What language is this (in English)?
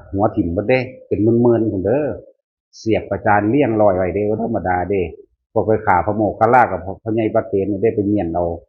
Northeastern Thai